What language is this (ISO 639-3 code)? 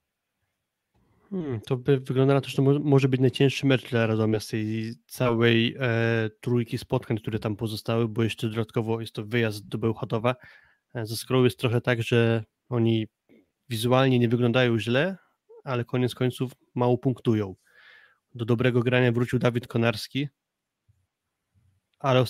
pol